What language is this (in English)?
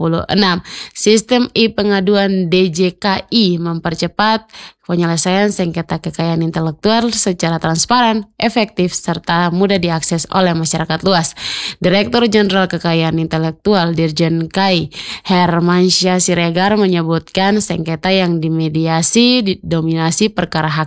Indonesian